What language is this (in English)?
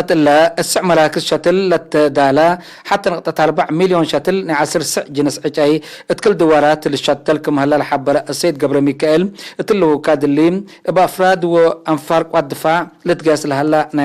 Tigre